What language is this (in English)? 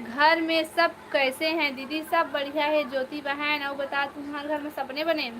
Chhattisgarhi